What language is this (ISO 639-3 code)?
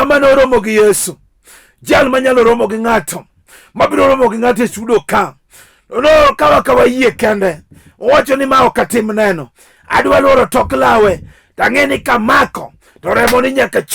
luo